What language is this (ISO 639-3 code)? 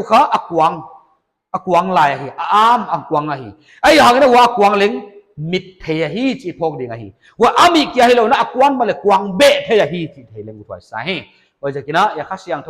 pck